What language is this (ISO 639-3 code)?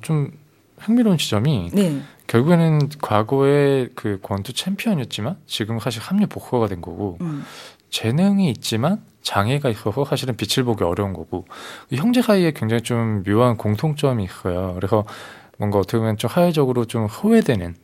kor